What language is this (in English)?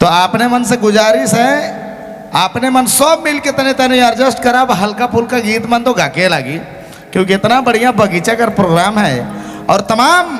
Sadri